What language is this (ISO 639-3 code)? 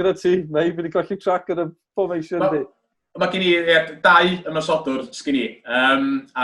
cym